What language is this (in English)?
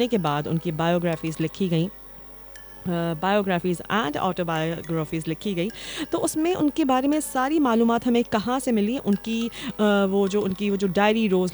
Urdu